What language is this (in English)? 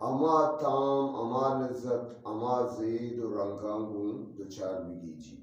Eastern Balochi